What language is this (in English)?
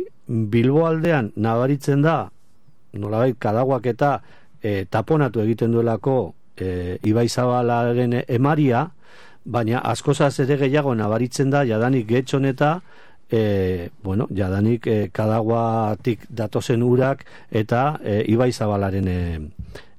Basque